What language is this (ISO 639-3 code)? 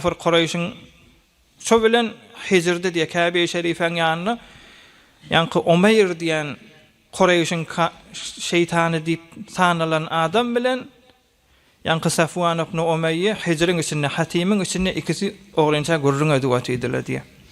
tuk